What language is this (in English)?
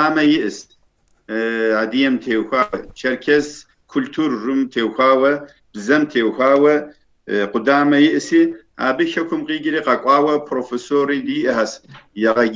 Kabardian